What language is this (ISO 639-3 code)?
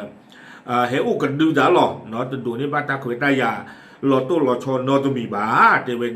ksw